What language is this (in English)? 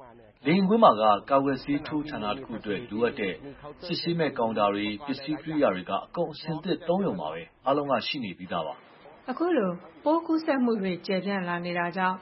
Burmese